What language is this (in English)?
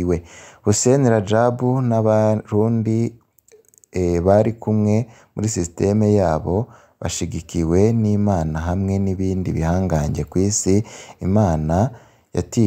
Rundi